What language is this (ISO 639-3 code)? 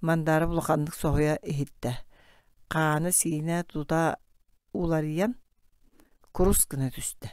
sah